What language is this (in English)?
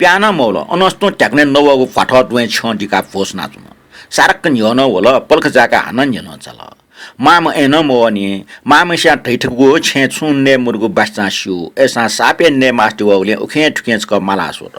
Newari